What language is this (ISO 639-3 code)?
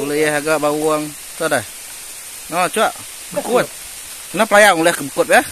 iba